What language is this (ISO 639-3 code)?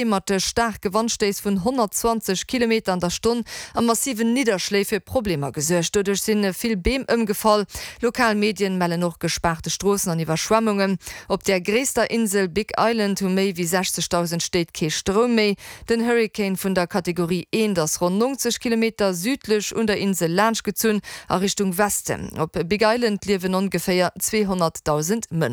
ltz